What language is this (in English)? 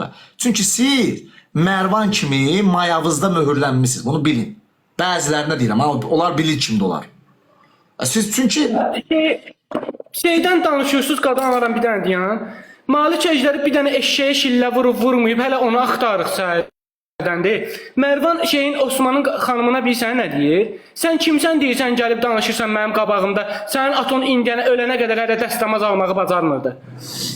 Azerbaijani